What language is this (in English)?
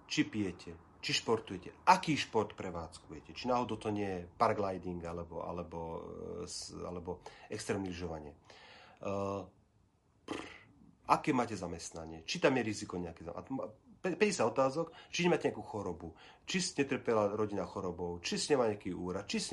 Slovak